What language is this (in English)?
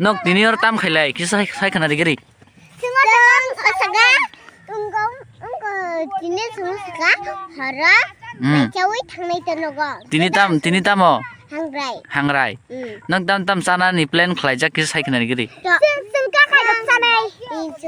Kok Borok